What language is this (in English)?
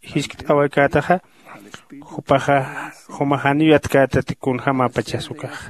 Aymara